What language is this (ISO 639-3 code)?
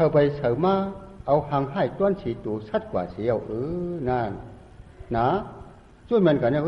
shn